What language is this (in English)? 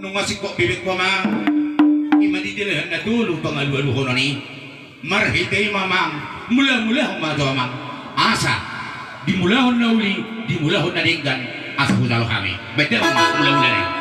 Batak Toba